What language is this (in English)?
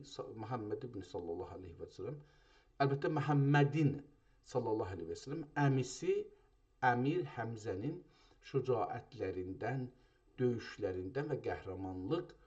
South Azerbaijani